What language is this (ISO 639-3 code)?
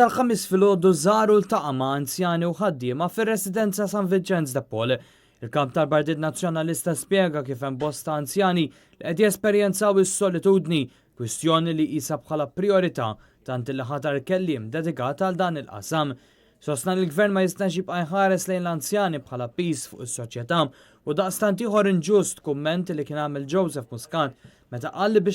mlt